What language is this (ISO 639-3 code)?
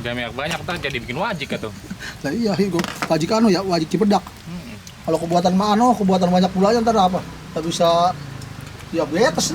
bew